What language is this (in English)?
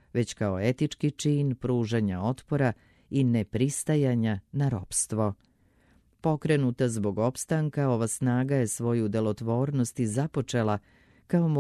Serbian